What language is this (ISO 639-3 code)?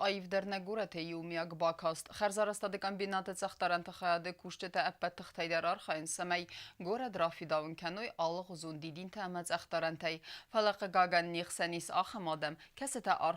oss